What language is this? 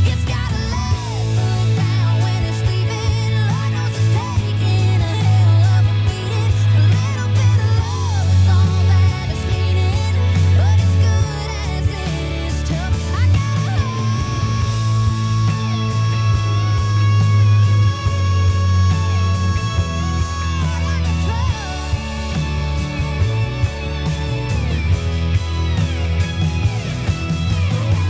English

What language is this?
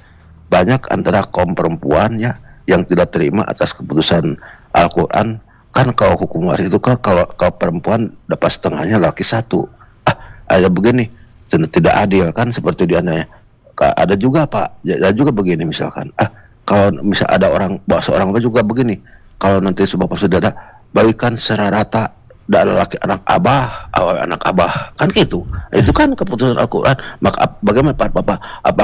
Indonesian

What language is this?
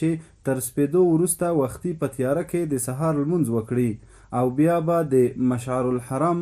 Pashto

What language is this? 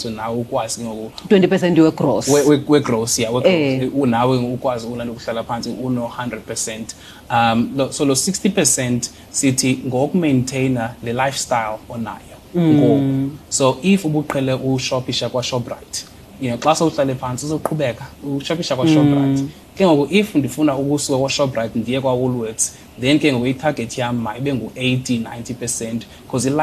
Xhosa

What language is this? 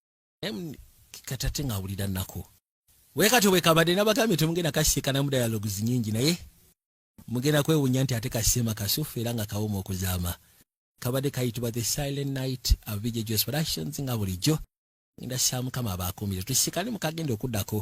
Ganda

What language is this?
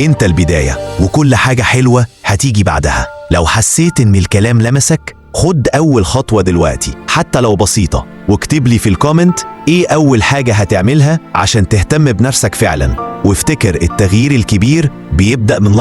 Egyptian Arabic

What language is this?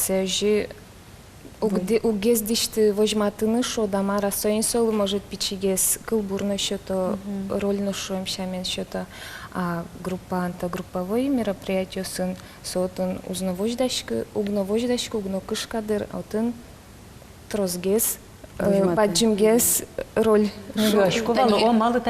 Udmurt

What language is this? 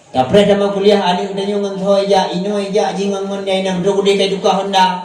Achinese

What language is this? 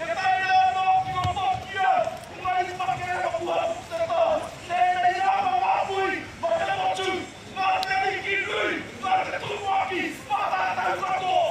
Māori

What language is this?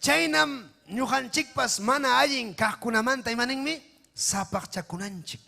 Ayacucho Quechua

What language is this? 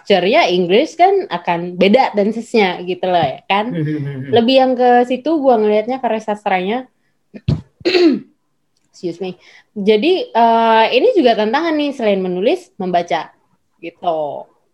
Indonesian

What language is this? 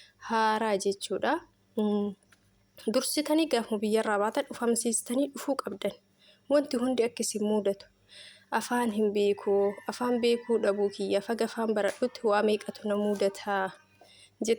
Oromo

